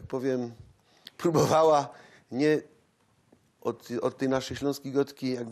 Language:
Silesian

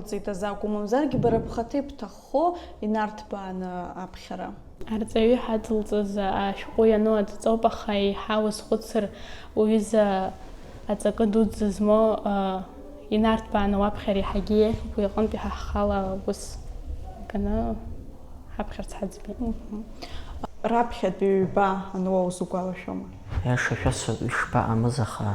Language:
Abkhazian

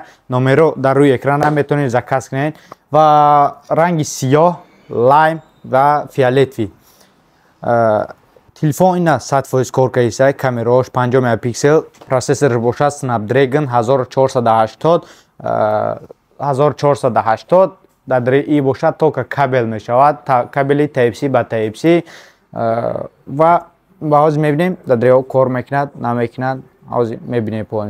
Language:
Tajik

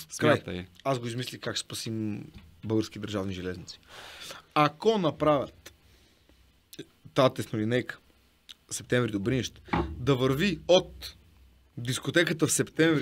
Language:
Bulgarian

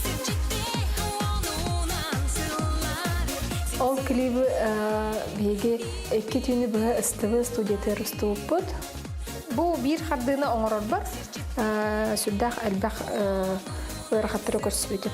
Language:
Yakut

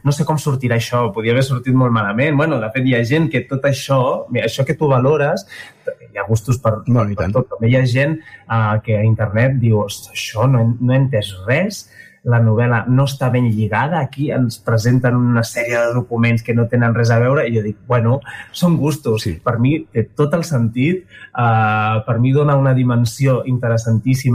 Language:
Catalan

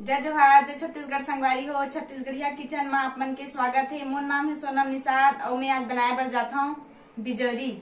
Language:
Chhattisgarhi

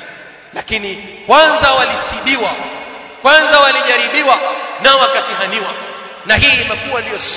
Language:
Swahili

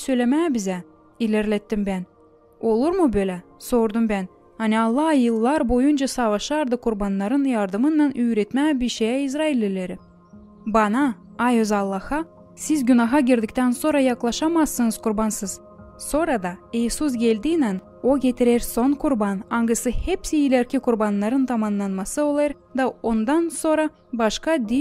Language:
Gagauz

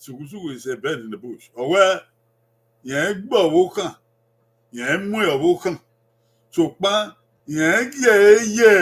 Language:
Bini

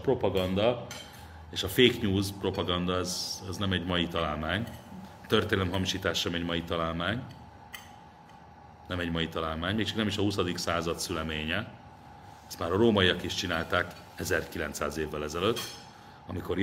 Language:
Hungarian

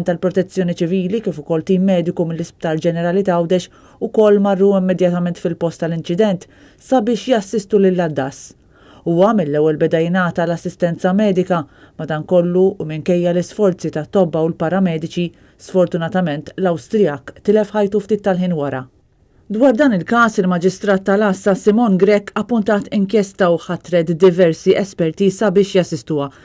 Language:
Maltese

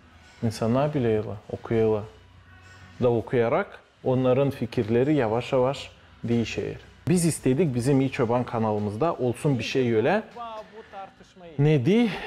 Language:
Gagauz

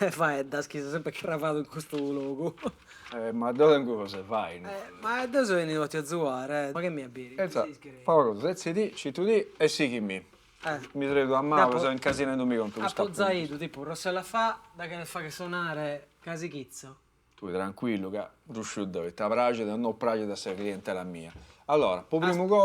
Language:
Sardinian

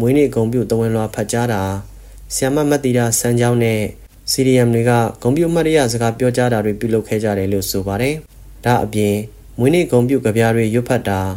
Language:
Burmese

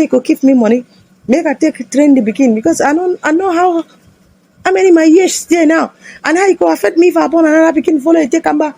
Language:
Nigerian Pidgin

